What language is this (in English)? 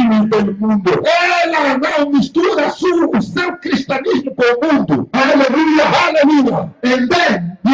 Portuguese